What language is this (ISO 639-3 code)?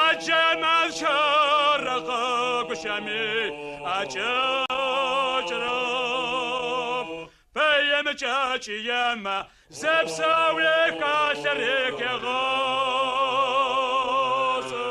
ady